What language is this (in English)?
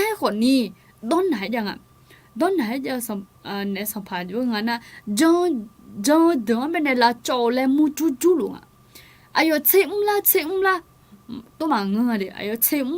Akha